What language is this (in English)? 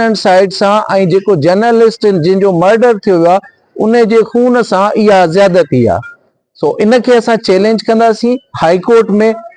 Sindhi